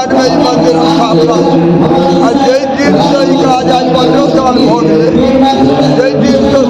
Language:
Maithili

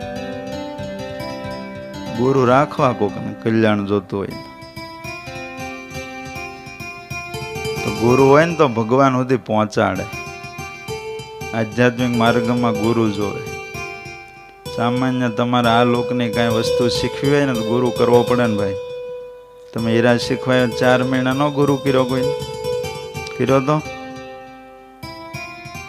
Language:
Gujarati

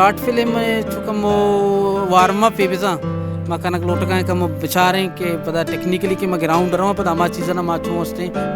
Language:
Baluchi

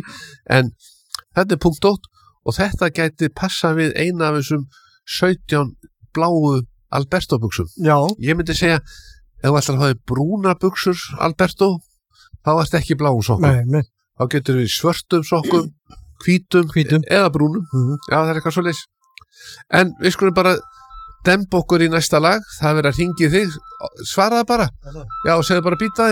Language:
Icelandic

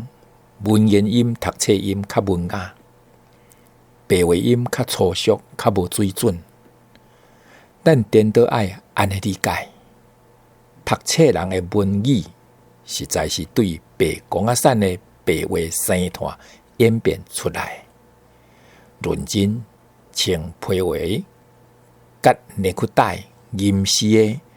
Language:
Min Nan Chinese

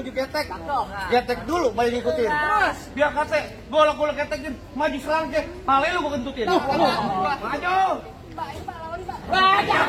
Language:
Betawi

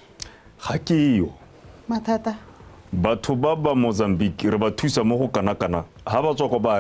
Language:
Tswana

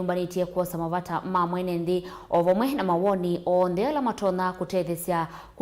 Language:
Kamba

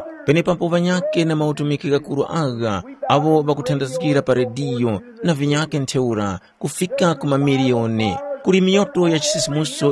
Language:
Tumbuka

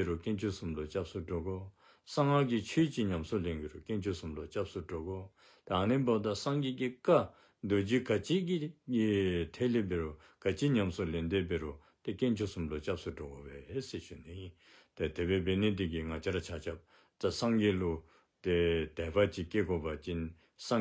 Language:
Dzongkha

